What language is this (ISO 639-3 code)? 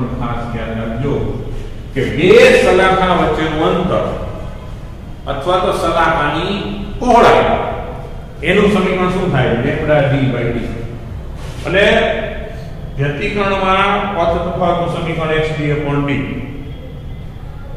guj